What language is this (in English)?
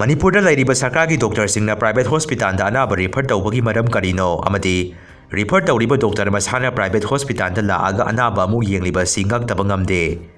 Manipuri